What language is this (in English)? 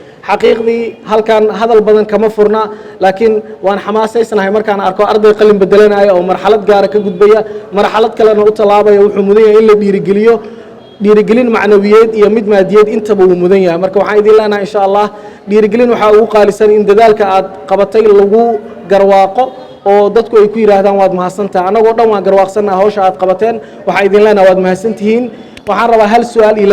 Somali